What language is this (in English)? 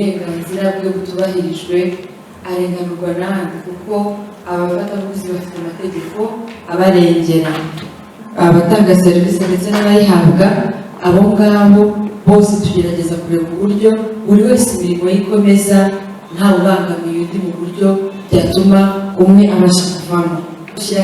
Kinyarwanda